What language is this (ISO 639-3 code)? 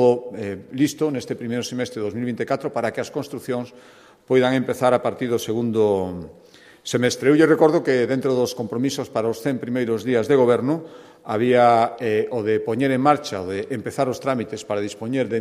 glg